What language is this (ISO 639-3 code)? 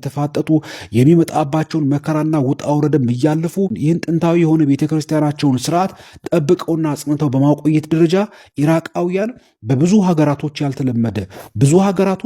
amh